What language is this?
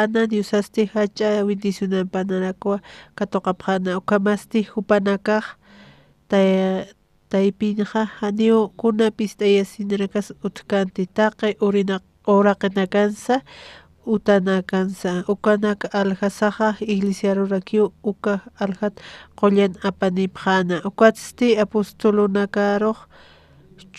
Aymara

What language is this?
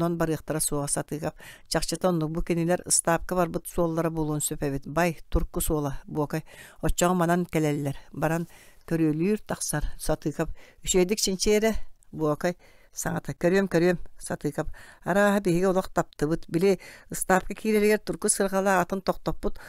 Yakut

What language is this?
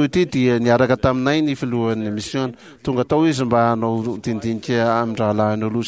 Malagasy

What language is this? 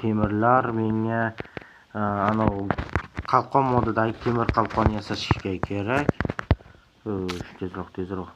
Uzbek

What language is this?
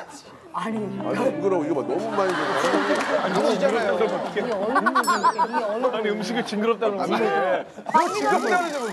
Korean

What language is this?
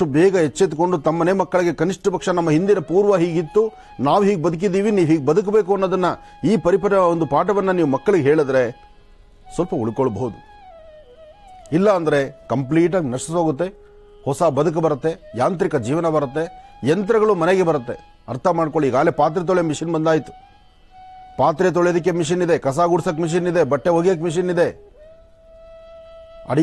Kannada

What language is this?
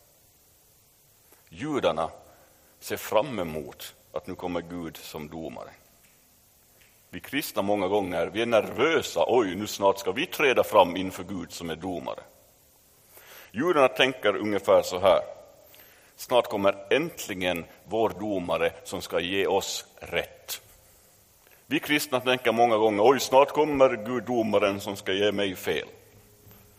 Swedish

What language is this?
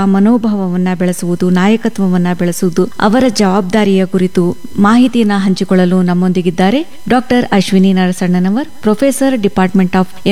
Kannada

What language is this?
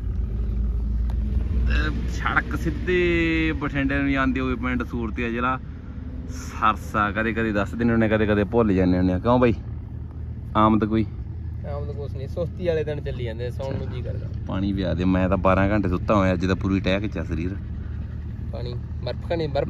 Punjabi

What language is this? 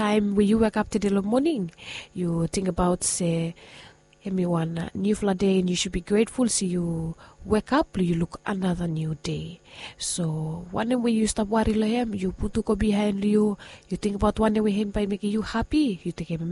Bislama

